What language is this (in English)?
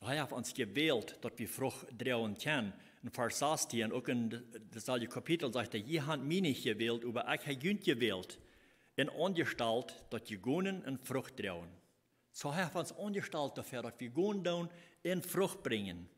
Plautdietsch